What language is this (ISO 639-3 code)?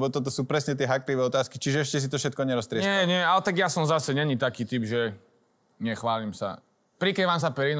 slk